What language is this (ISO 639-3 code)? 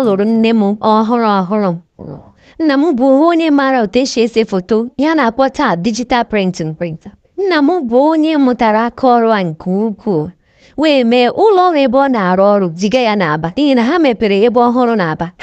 ibo